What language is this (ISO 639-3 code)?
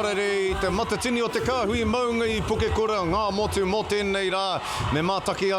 mri